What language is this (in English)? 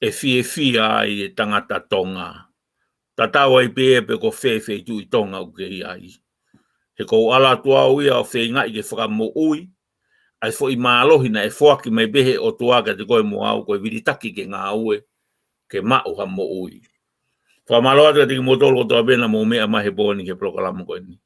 Tongan